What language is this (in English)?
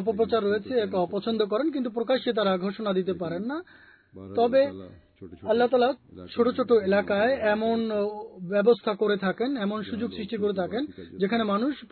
Bangla